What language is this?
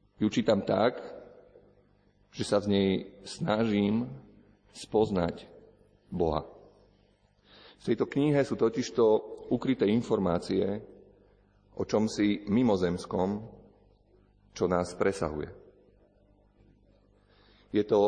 Slovak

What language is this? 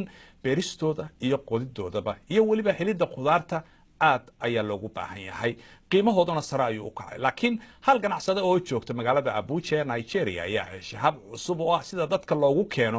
Somali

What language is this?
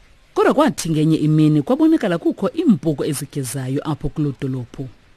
Xhosa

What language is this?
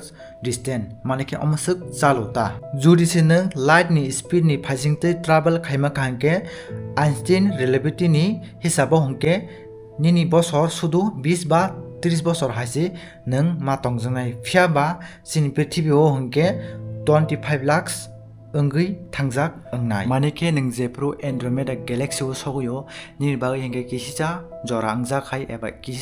Kok Borok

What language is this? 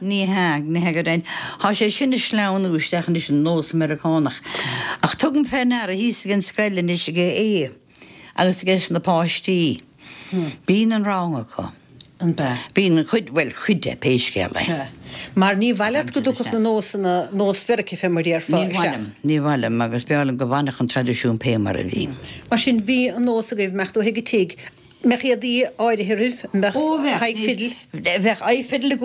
Irish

